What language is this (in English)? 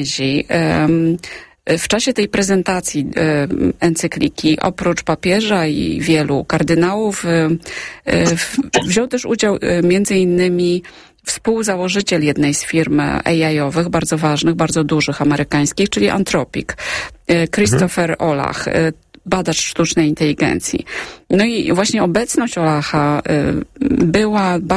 Polish